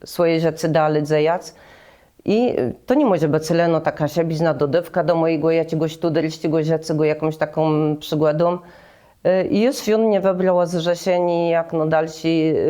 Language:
Kashubian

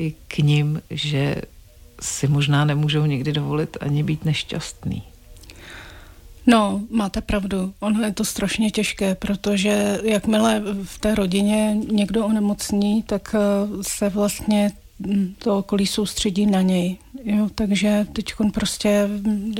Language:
Czech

